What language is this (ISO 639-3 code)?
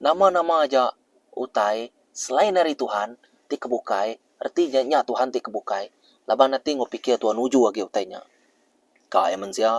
iba